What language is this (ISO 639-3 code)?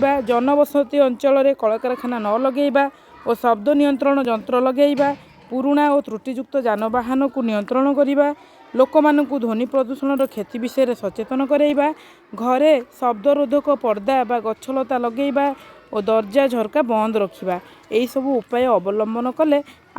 ori